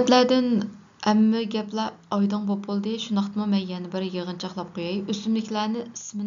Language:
Uyghur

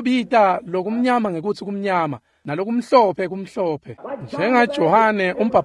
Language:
Swati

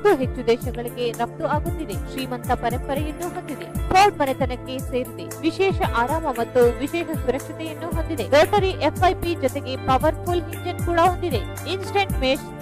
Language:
Kannada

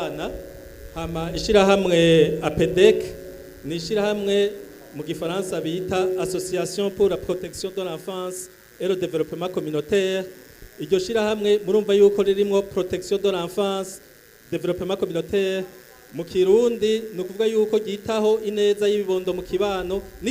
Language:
Rundi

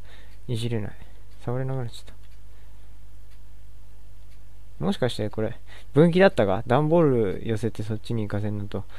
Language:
Japanese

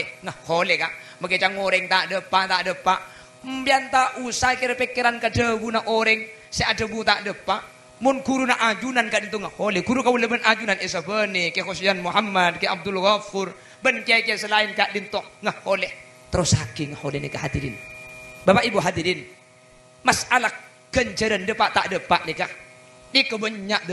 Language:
Madurese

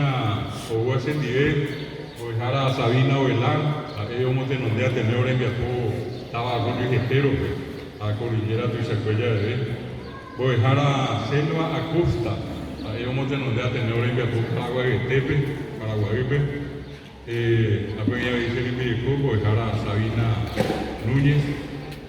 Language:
Guarani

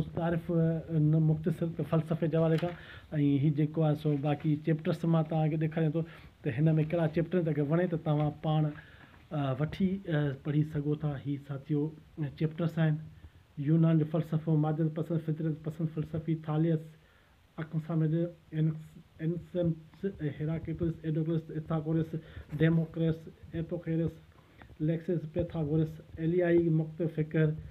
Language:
Sindhi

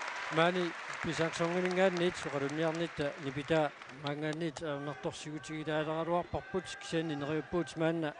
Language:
Kalaallisut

